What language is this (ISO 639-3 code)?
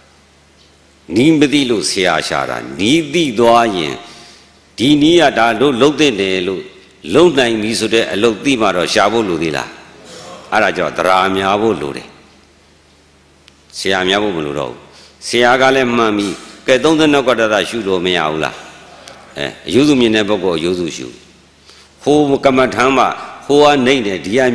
mya